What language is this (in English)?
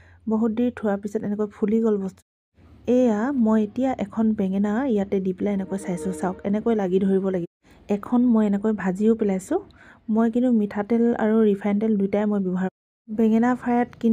Assamese